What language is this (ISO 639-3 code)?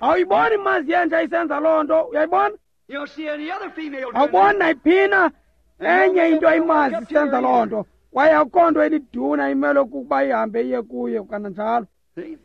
xho